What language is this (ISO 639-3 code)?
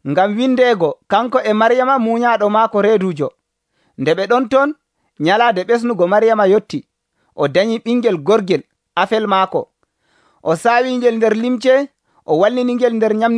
fuv